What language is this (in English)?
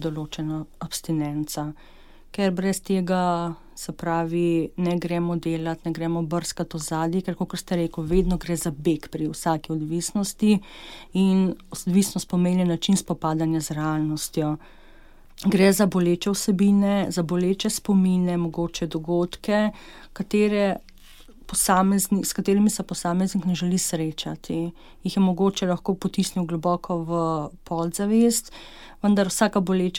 Slovenian